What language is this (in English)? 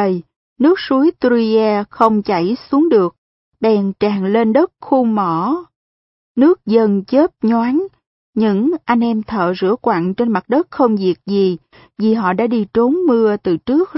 Vietnamese